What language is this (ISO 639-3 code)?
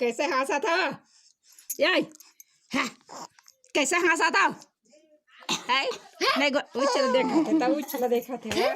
hne